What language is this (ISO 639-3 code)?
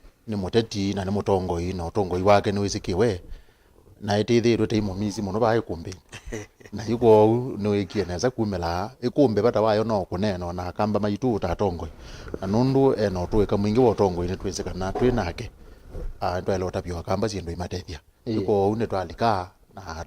kam